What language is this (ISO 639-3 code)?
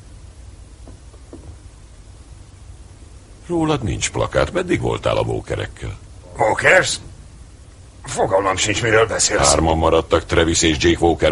hun